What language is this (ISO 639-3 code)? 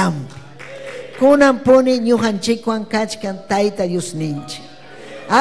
quy